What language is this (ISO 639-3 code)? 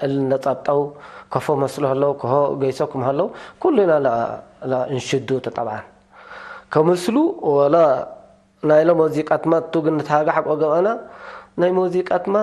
tig